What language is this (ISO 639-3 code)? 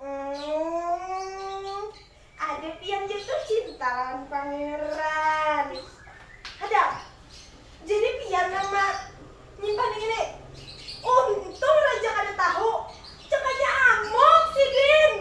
bjn